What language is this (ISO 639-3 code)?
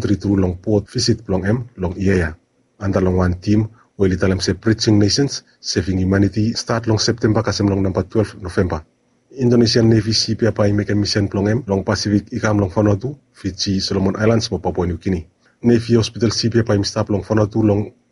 bis